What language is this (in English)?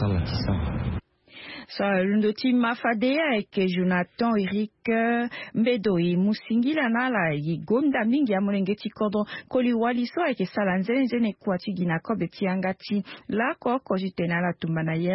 Sango